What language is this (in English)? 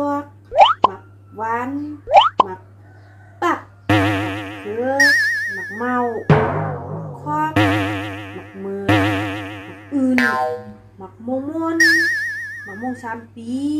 Shan